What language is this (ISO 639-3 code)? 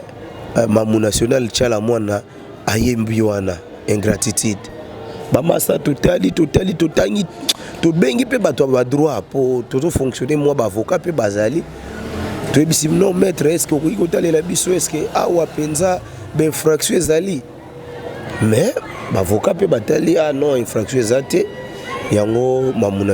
lin